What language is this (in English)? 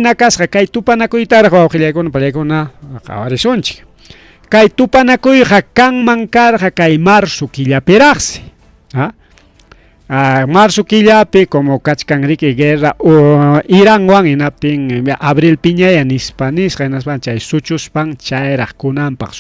Ayacucho Quechua